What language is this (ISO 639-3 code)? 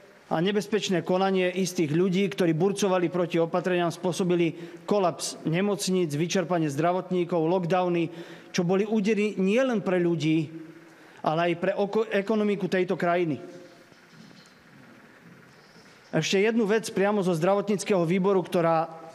slk